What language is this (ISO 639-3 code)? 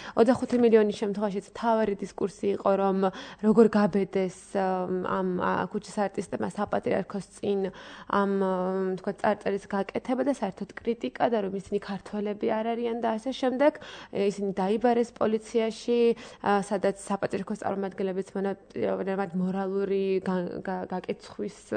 kat